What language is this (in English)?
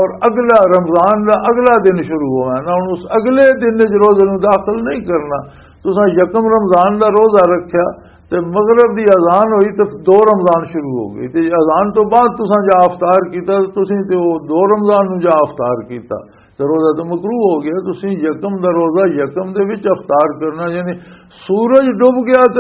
Western Panjabi